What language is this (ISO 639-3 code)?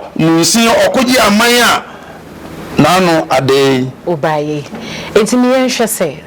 aka